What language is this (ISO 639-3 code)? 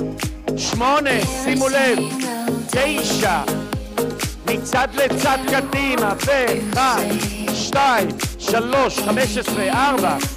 heb